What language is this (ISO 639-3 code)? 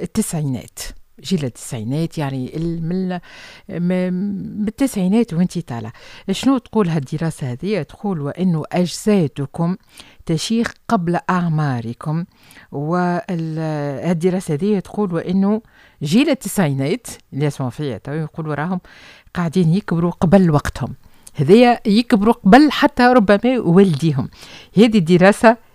aeb